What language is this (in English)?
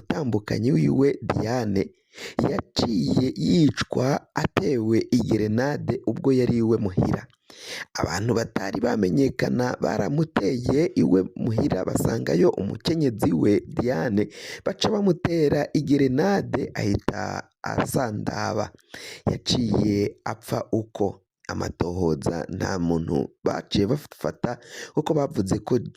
Rundi